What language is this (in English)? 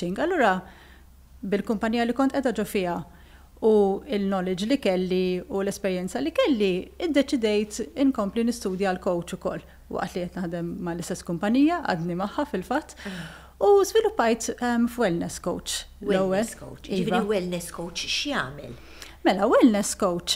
Maltese